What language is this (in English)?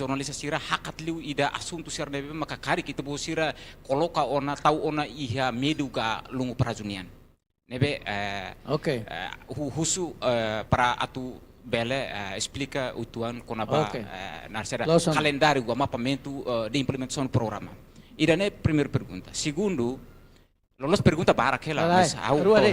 Tetum